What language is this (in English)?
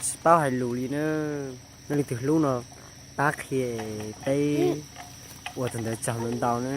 Hmong